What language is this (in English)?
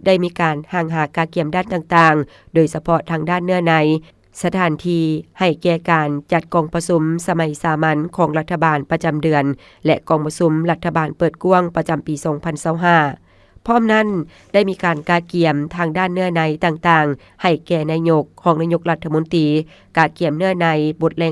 Lao